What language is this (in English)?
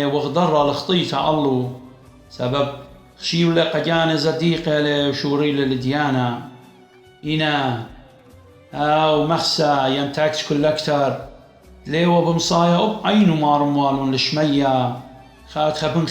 Assyrian Neo-Aramaic